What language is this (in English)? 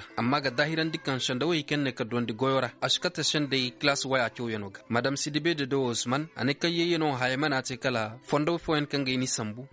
Zarma